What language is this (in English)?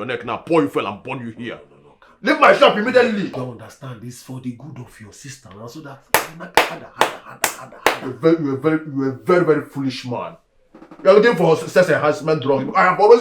Nigerian Pidgin